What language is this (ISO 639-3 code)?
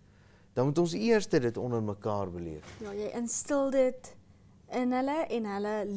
afr